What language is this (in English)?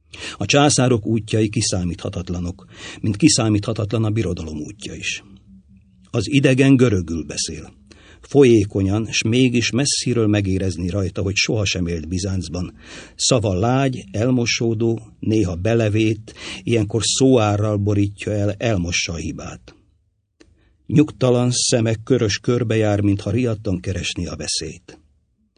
Hungarian